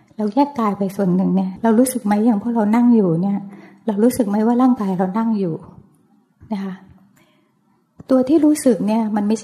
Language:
Thai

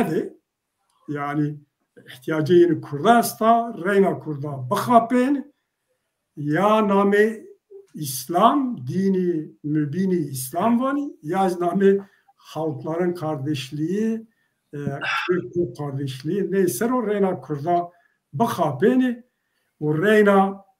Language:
Zaza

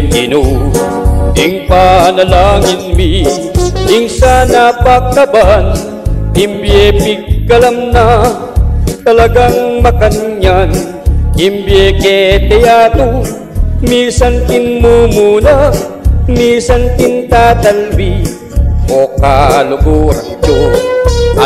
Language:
Pampanga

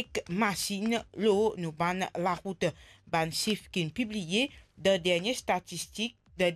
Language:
Morisyen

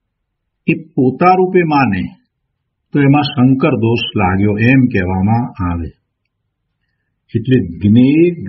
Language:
Gujarati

